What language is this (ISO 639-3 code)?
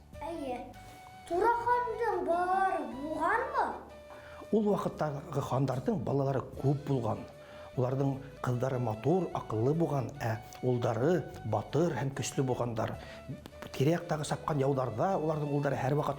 bak